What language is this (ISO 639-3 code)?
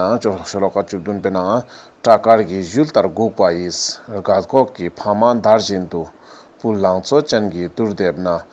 lbj